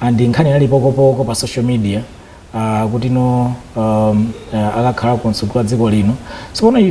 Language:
Nyanja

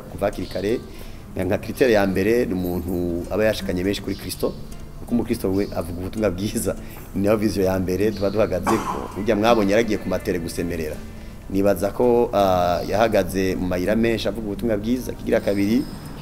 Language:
Rundi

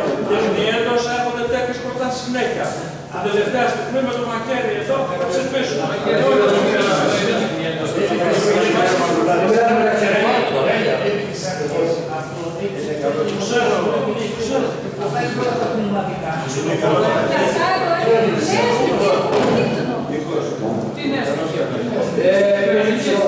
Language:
Greek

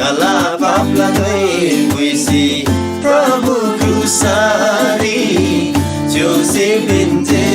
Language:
Eastern Tamang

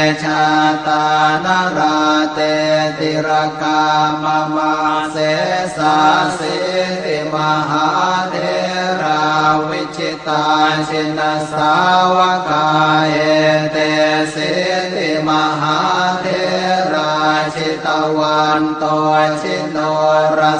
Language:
Pali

